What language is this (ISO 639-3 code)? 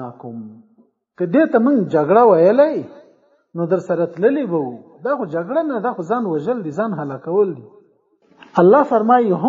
pus